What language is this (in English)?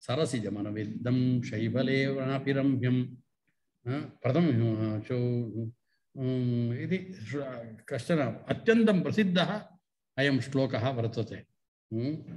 Sanskrit